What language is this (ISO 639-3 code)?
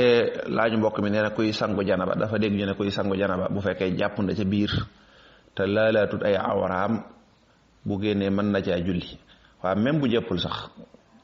wol